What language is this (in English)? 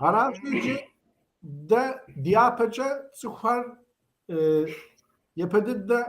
Kabardian